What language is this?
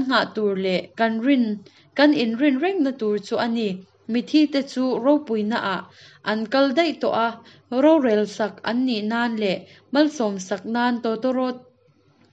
Hakha Chin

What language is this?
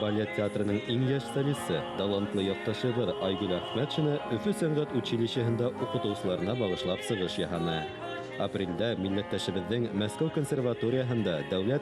Bashkir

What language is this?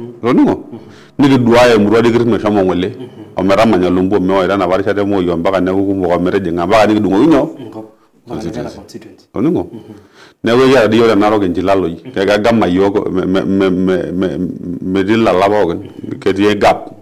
Masai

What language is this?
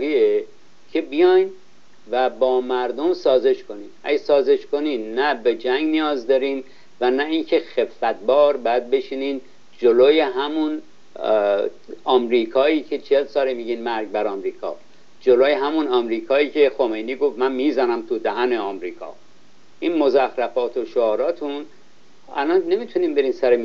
Persian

